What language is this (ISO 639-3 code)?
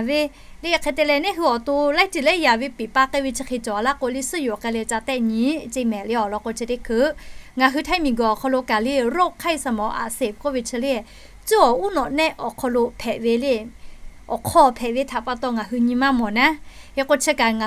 lhu